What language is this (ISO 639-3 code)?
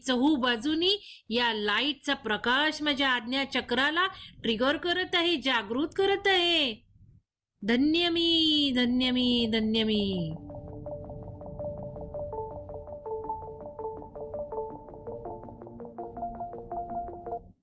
mar